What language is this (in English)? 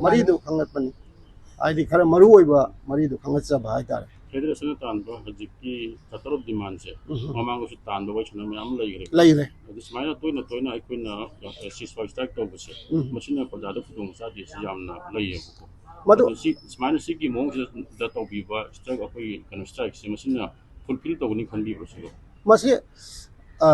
Manipuri